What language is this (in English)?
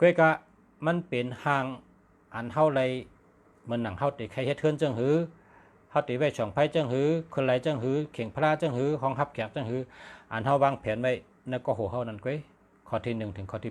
Shan